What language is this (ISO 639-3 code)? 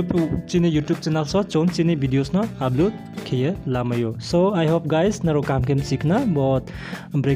ria